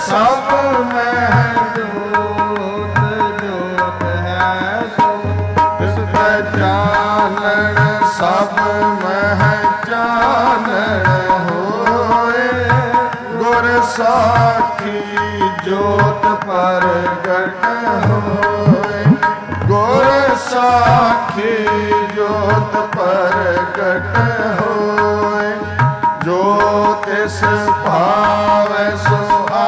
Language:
Punjabi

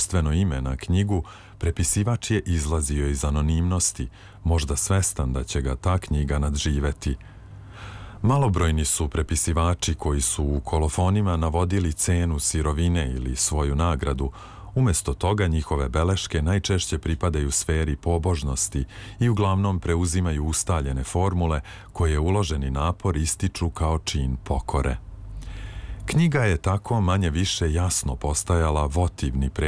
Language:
Serbian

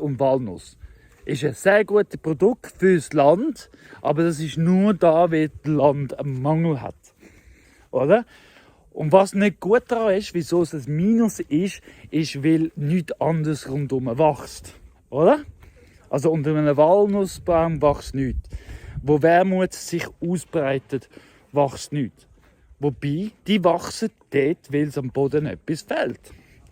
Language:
Swiss German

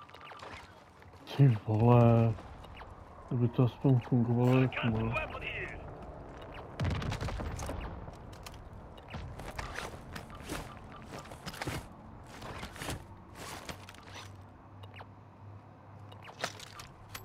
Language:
Czech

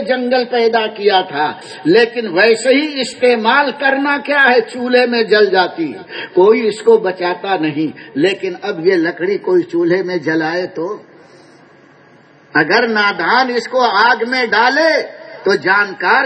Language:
Urdu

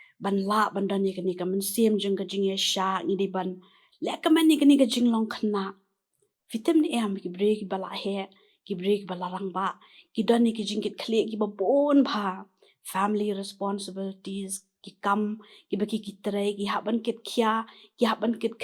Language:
Khasi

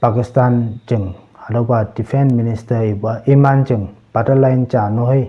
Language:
Konyak Naga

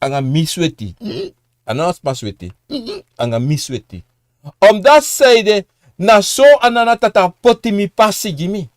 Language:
Sranan Tongo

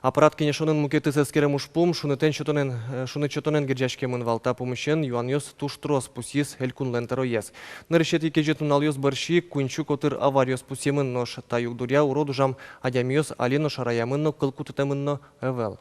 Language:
Udmurt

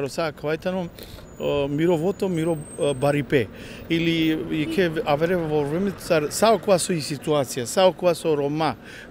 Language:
Macedonian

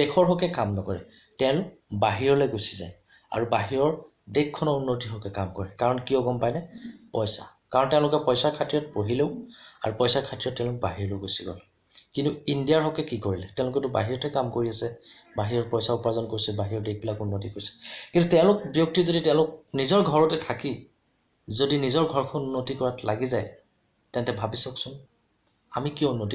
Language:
Assamese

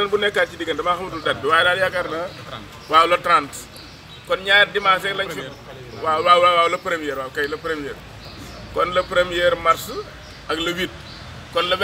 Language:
Wolof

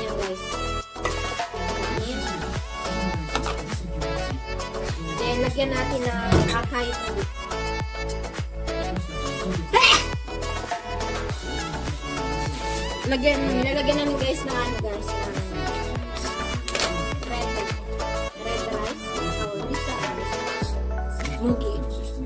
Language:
Filipino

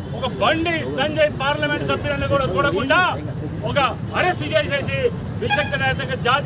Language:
Telugu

